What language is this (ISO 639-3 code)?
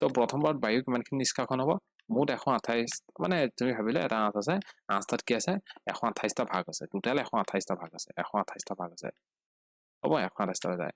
asm